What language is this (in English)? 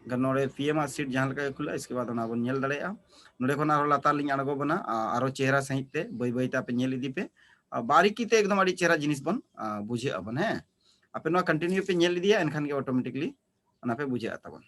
Santali